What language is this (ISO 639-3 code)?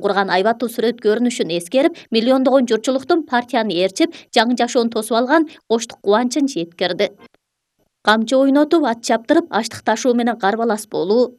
kir